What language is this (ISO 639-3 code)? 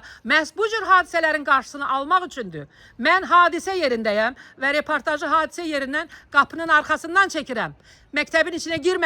aze